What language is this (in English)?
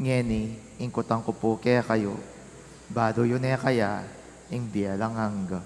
Pampanga